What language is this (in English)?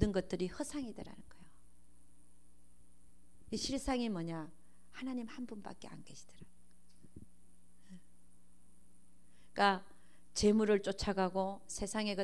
Korean